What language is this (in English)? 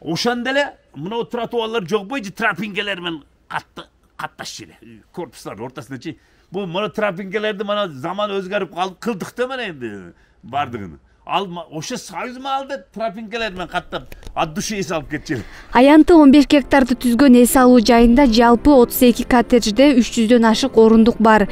Kyrgyz